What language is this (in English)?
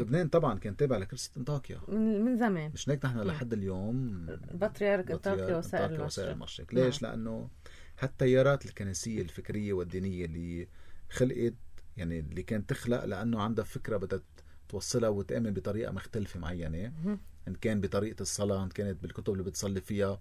North Levantine Arabic